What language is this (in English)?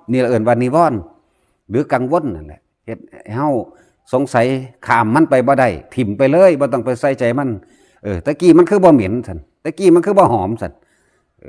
Northeastern Thai